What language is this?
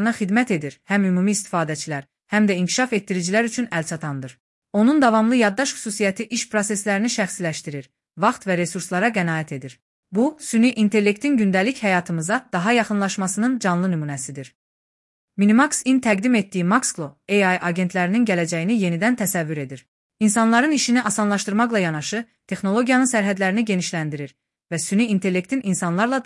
Azerbaijani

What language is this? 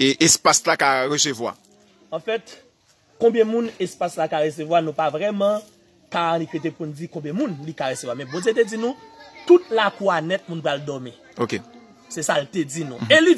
Haitian Creole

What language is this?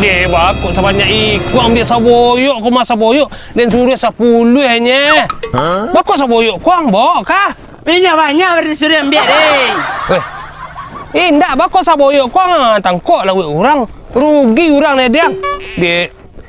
Minangkabau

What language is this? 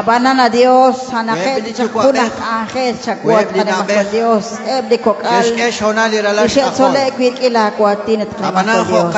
Kekchí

